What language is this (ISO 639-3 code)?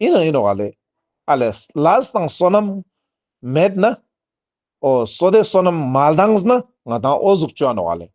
lbj